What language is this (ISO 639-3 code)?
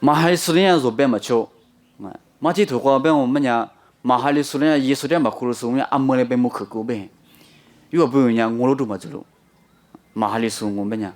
lis